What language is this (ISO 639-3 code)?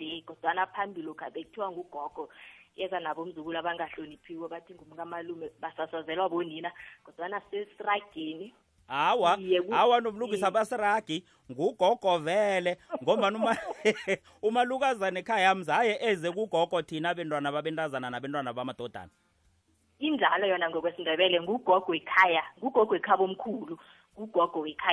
nbl